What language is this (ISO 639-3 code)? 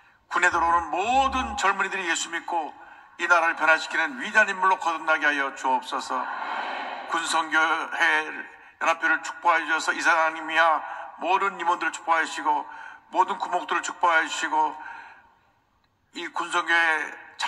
kor